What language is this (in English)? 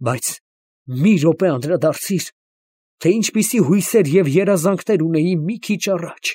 Armenian